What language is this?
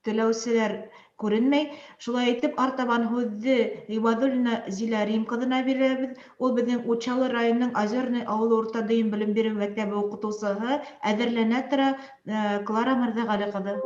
Bashkir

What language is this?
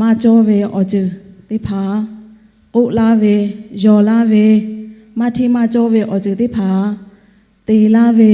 Lahu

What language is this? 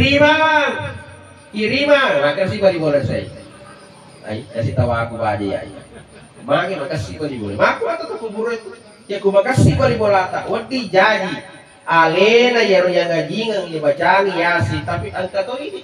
Buginese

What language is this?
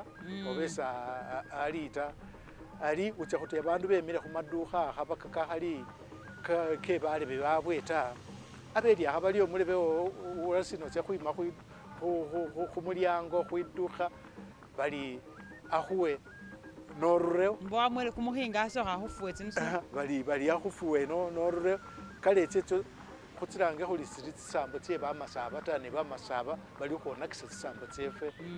Masaaba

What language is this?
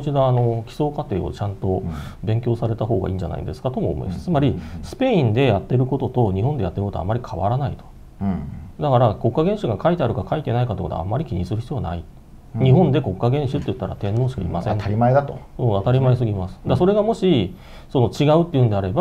Japanese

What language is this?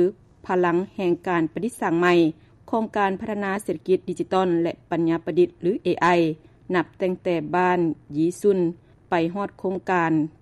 Lao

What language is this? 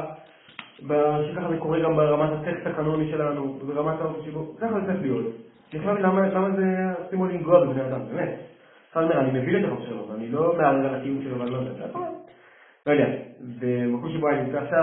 Hebrew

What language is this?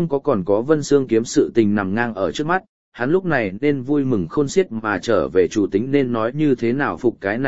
Vietnamese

